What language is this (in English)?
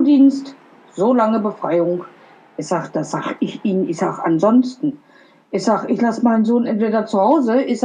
Swiss German